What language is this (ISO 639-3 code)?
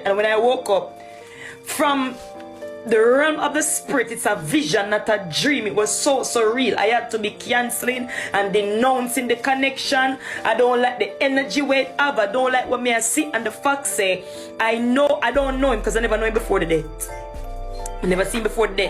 jam